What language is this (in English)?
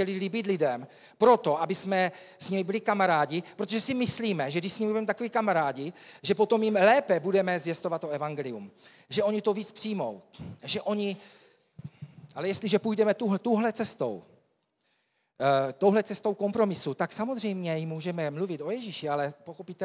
Czech